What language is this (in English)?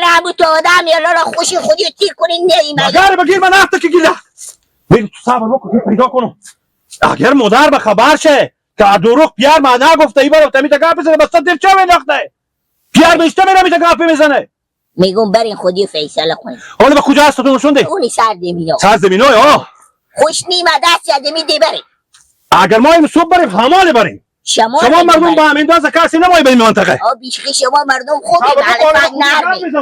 Hazaragi